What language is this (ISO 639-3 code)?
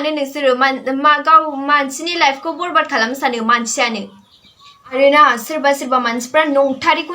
brx